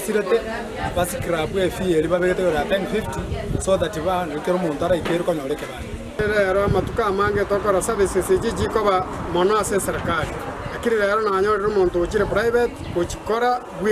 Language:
Gusii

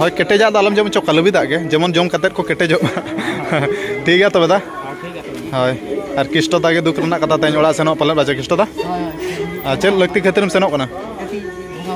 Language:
Santali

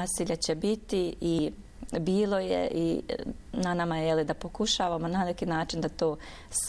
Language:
Bosnian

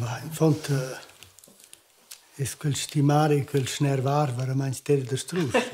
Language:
Romansh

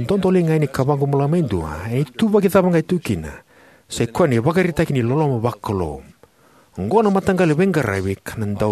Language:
Fijian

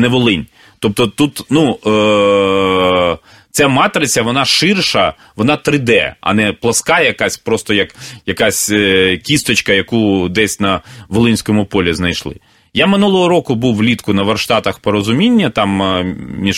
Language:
Ukrainian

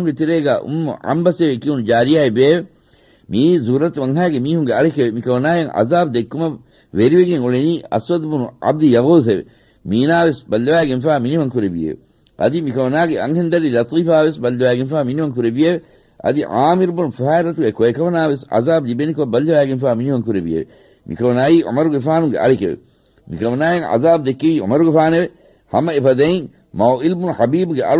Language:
Divehi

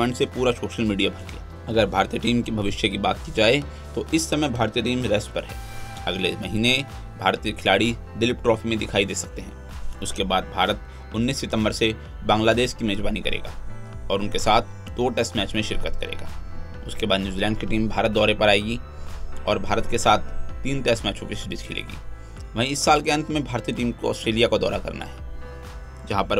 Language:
Hindi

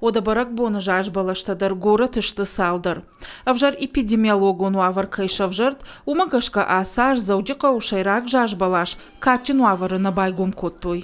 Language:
Ossetic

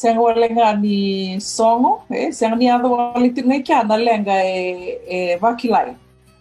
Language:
Fijian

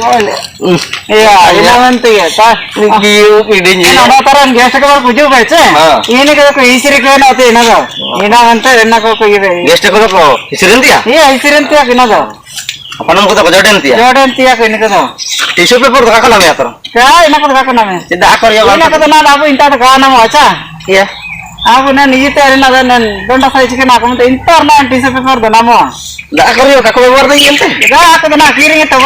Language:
Ho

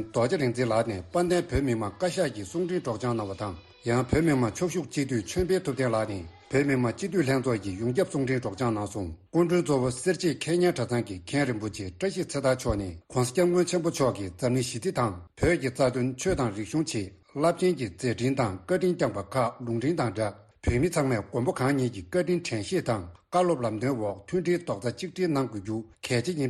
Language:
Tibetan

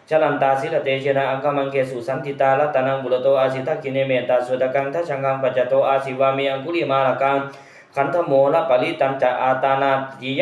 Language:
Pali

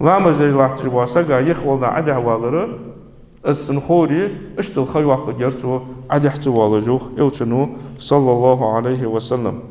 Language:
Ingush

